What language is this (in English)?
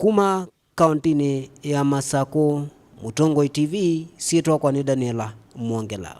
Kamba